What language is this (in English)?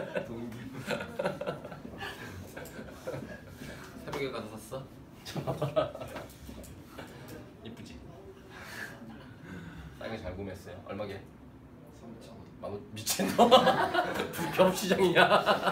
Korean